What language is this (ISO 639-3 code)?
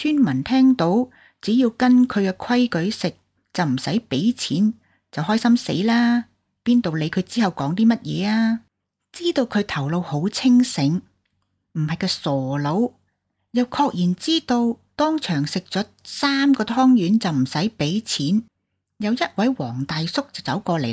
yue